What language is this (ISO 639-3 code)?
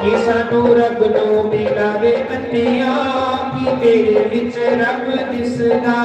doi